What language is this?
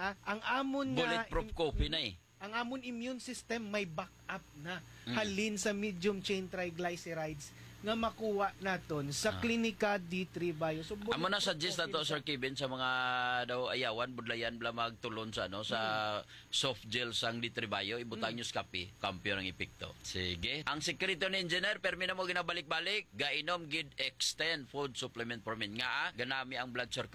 Hiligaynon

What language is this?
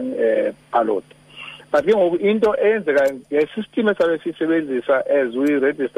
Xhosa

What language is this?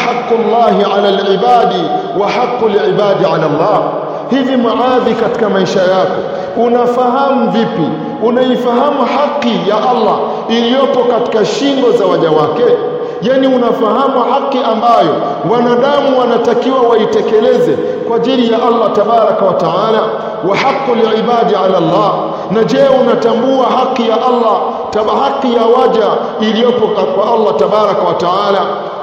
Swahili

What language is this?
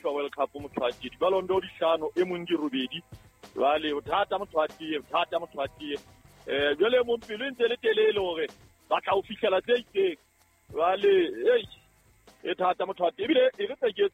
Southern Sotho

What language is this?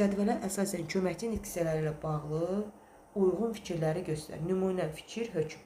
Azerbaijani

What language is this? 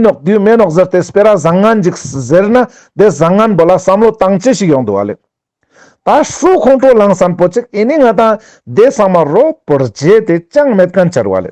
Ladakhi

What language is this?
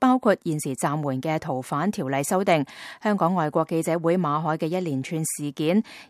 Cantonese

